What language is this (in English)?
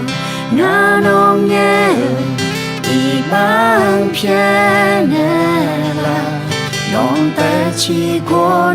Akha